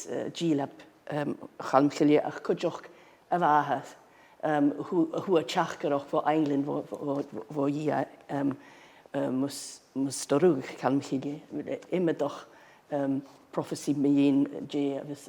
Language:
Scottish Gaelic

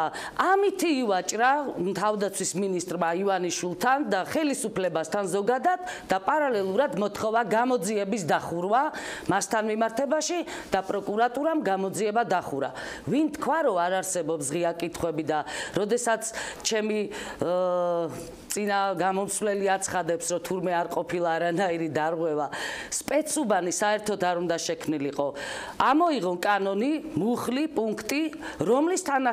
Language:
Georgian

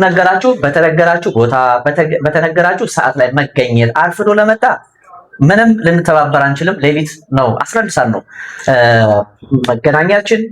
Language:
Amharic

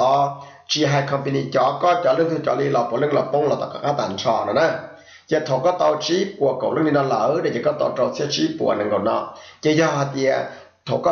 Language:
Hmong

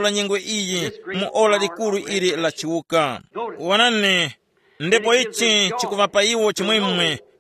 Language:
Tumbuka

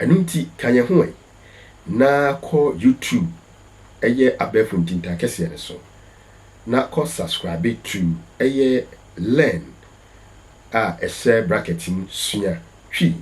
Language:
Akan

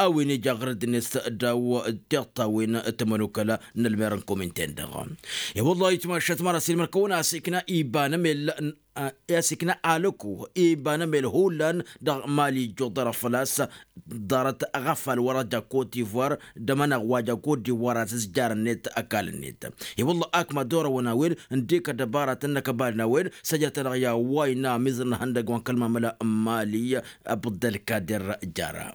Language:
Tamasheq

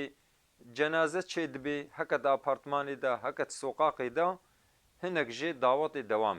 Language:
Kurdish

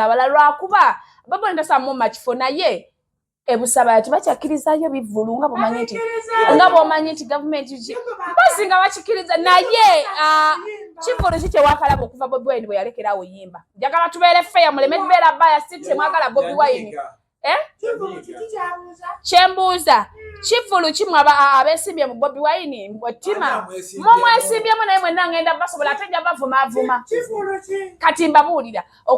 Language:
Ganda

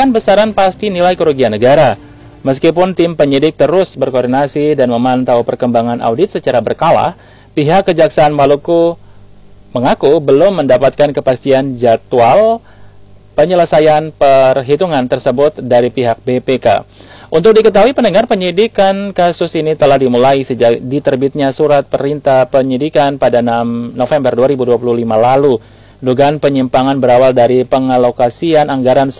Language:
Indonesian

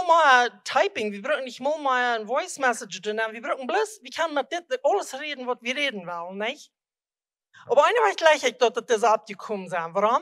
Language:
Plautdietsch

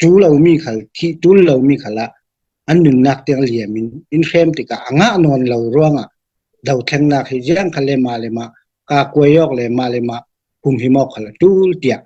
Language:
Falam Chin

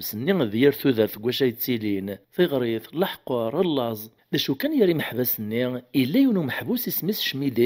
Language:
Kabyle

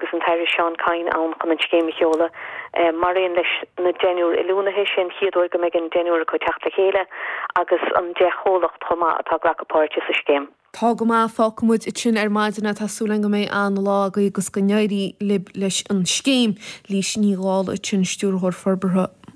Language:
Irish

